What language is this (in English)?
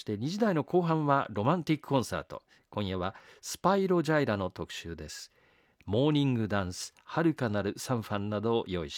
Japanese